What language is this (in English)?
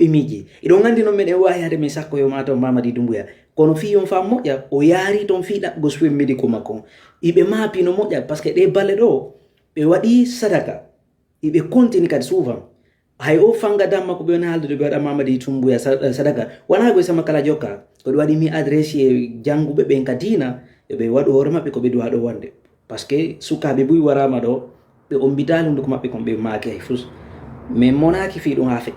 Fula